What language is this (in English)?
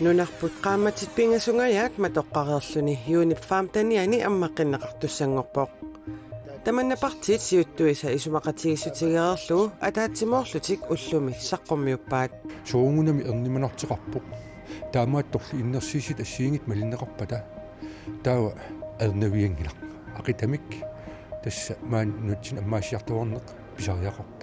Kalaallisut